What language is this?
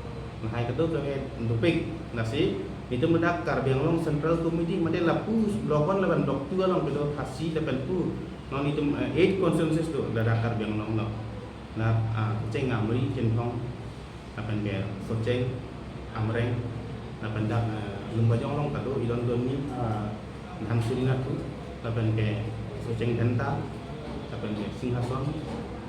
Karbi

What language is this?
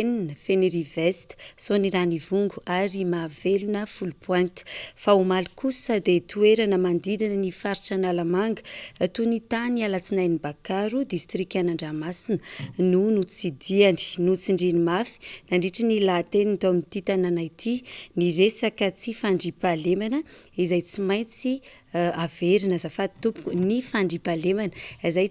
Malagasy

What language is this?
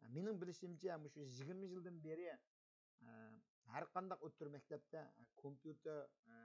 Uyghur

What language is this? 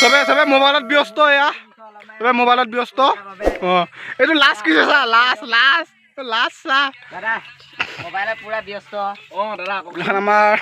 Assamese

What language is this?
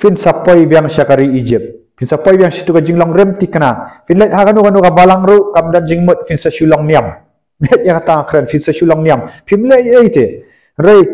Khasi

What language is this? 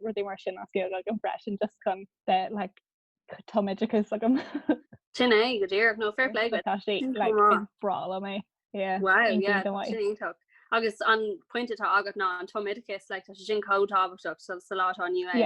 Irish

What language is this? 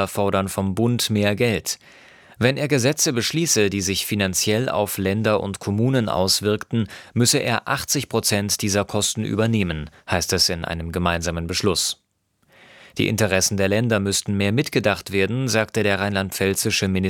German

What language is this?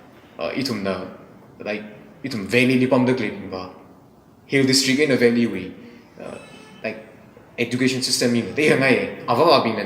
Tangkhul Naga (India)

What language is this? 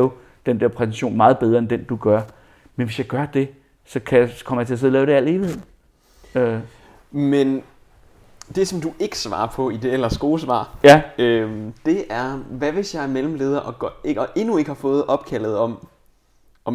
Danish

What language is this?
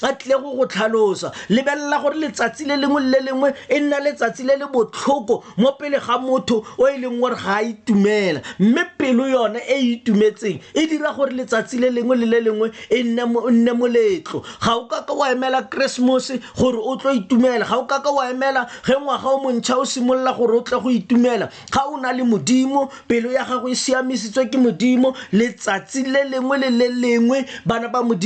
Tswana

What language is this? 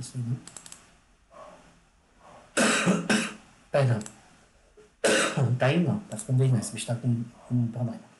Portuguese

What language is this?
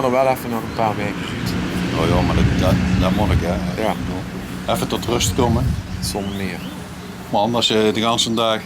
Limburgish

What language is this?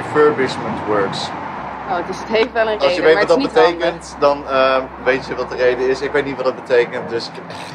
Dutch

